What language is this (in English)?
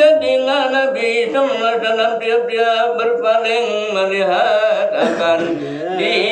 Sasak